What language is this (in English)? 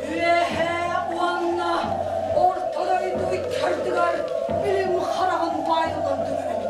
Yakut